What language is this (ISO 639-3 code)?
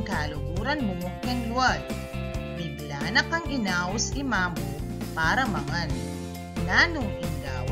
pam